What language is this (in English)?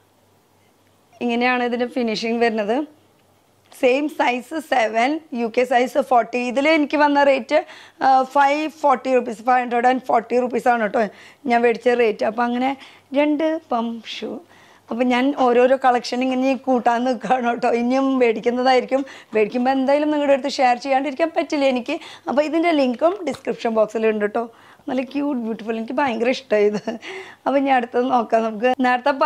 Malayalam